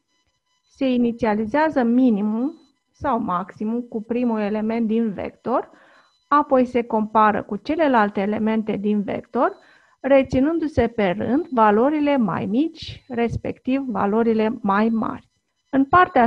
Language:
Romanian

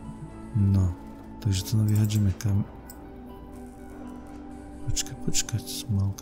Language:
Slovak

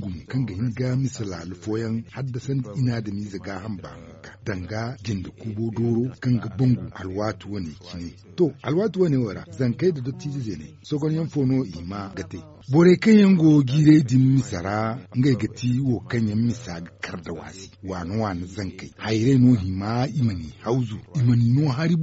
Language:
Zarma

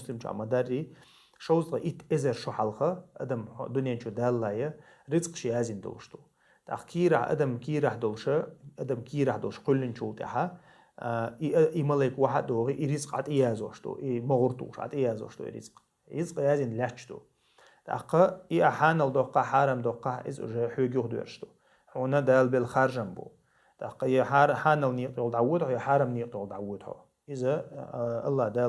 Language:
Chechen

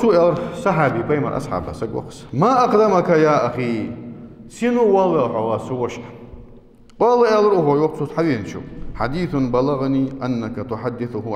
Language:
Ingush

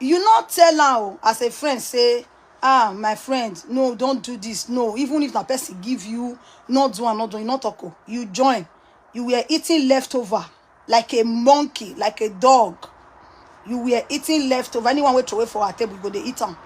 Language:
Nigerian Pidgin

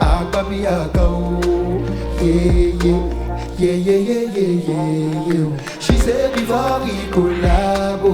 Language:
Nigerian Pidgin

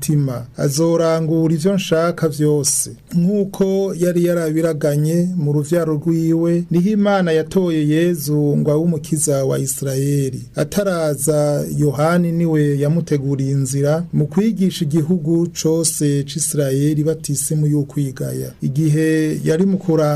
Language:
Rundi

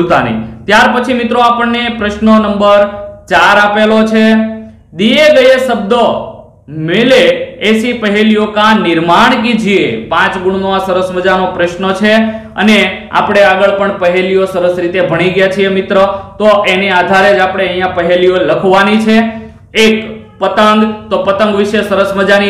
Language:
Gujarati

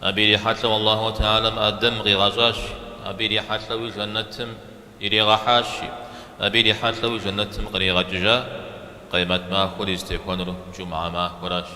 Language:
Kabardian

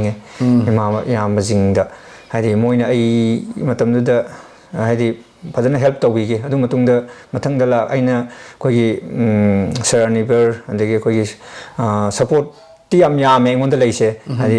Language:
Manipuri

